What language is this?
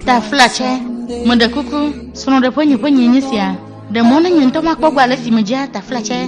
Ewe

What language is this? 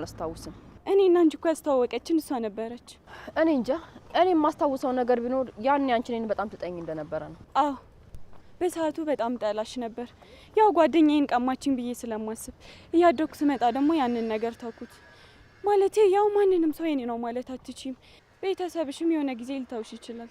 Amharic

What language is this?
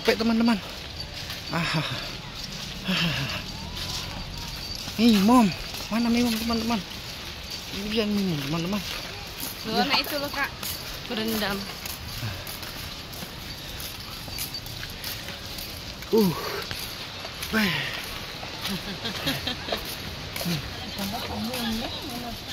Indonesian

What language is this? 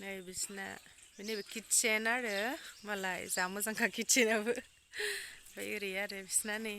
Bodo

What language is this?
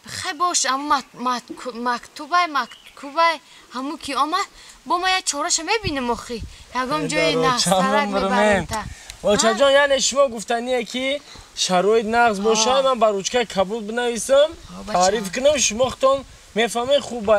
Tajik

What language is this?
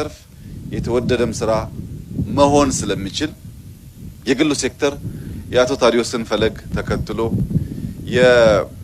Amharic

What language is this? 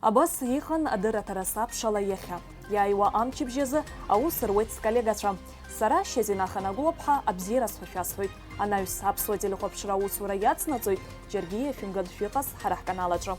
Abkhazian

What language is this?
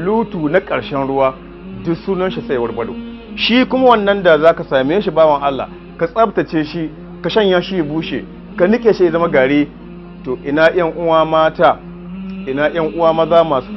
Hausa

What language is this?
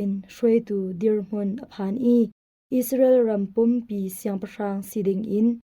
Hakha Chin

